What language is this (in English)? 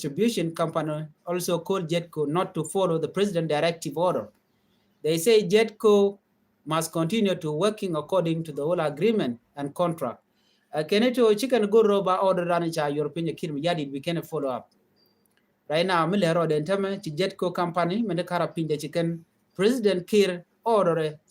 Nuer